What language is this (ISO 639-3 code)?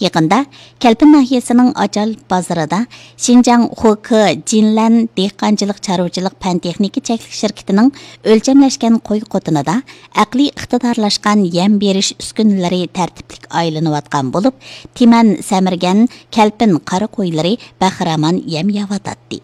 uig